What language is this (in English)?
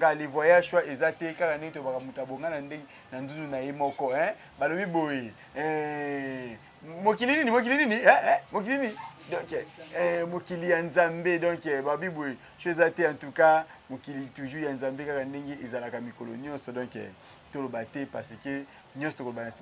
Lingala